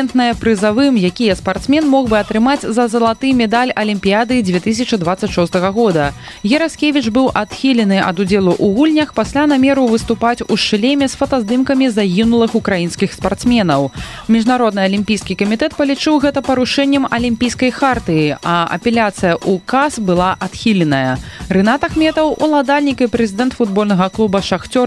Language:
Belarusian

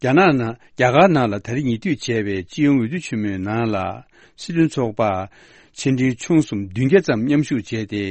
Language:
Tibetan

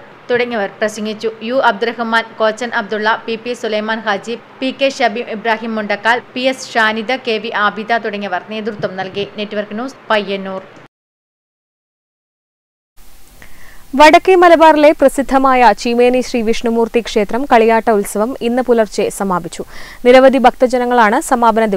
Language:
Malayalam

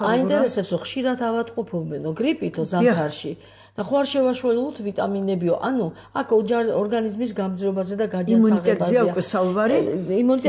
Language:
Georgian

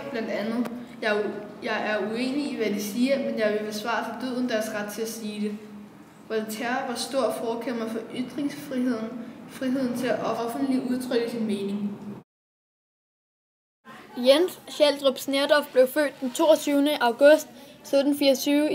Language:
Danish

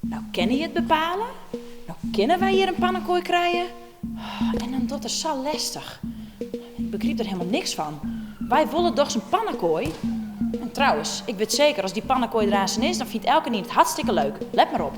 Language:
Western Frisian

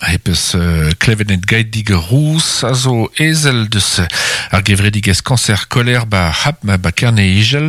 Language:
Breton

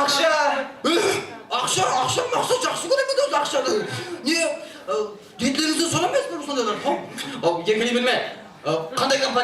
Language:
Kara-Kalpak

